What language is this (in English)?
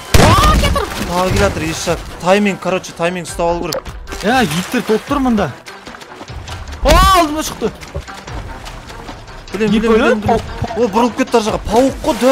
Kazakh